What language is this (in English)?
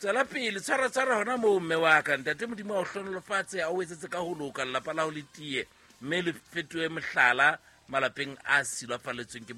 Southern Sotho